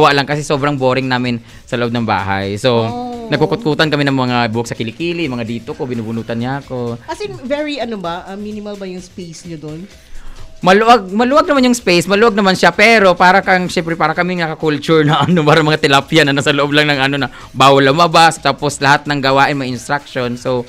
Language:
Filipino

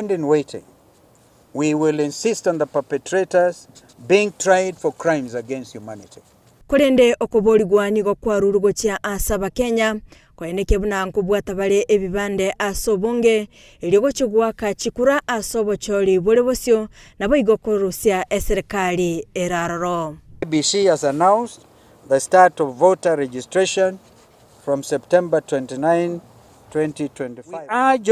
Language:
Gusii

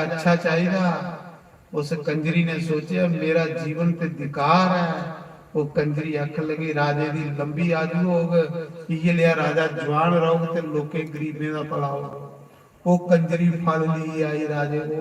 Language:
Dogri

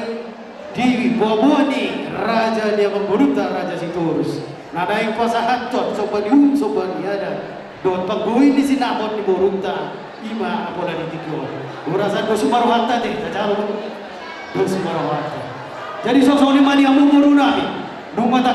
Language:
Batak Toba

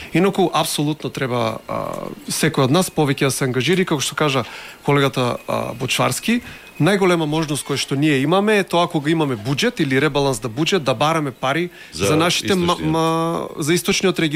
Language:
Macedonian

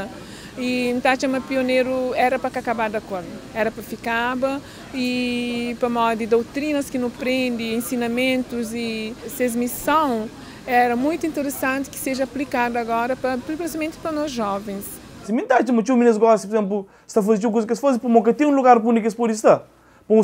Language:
Kabuverdianu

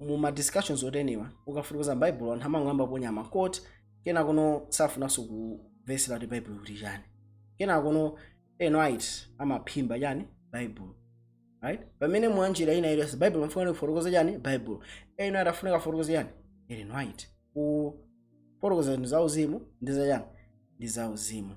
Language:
Nyanja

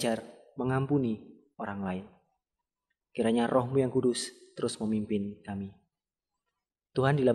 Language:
Indonesian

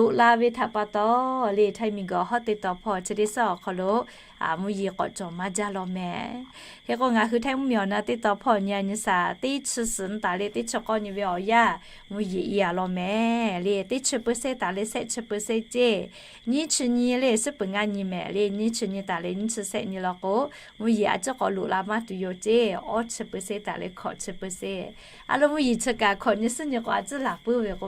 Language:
Lahu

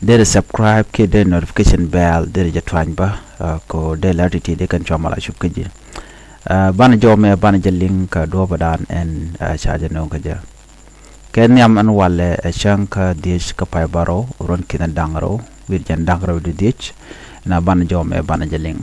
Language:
Nuer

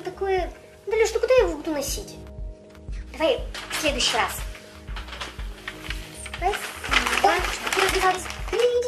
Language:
Russian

